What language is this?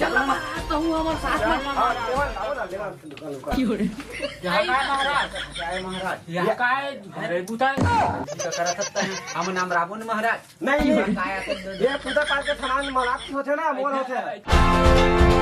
Chhattisgarhi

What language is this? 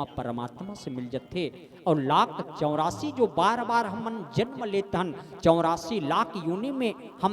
Chhattisgarhi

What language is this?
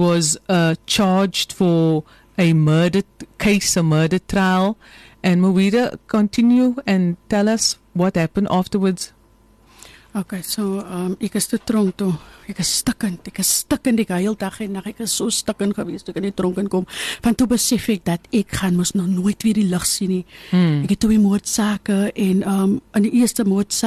Afrikaans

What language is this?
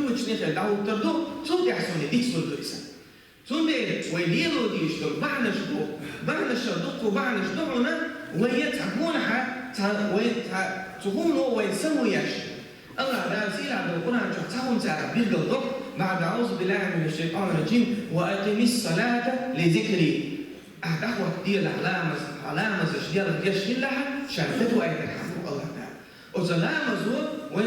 Chechen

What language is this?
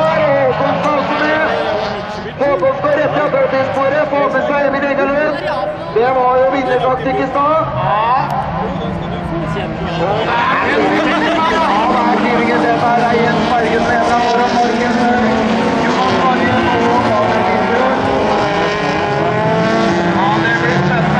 Norwegian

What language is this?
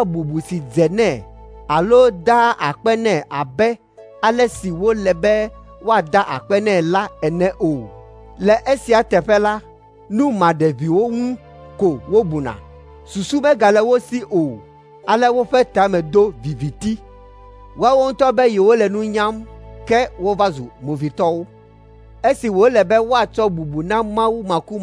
Ewe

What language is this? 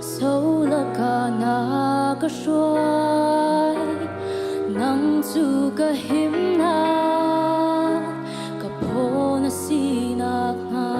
Hakha Chin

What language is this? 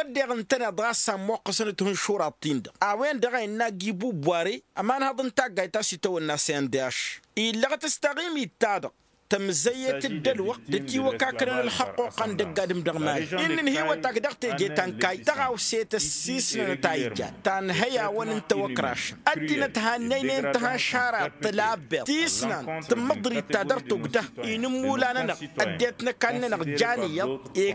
Tamasheq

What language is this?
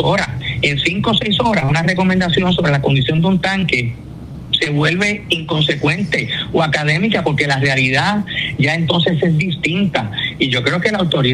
Spanish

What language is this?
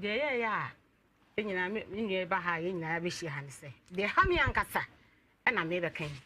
Akan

